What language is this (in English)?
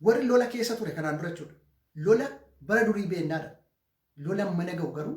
Oromo